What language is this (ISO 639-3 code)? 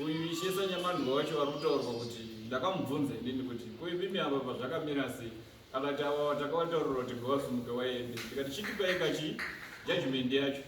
sna